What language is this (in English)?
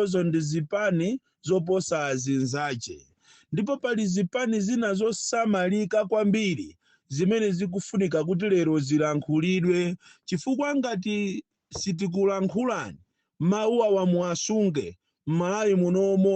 Nyanja